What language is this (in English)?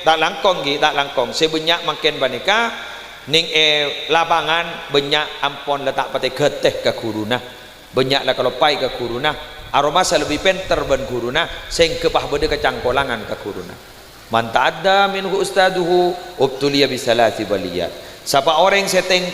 Madurese